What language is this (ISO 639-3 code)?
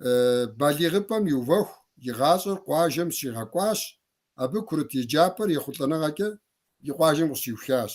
kbd